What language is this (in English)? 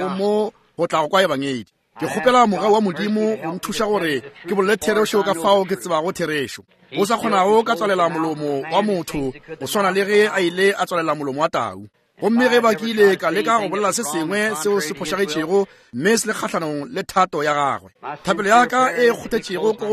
Northern Sotho